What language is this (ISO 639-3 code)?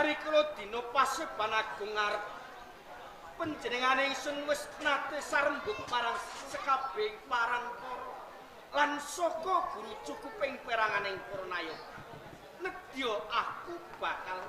jav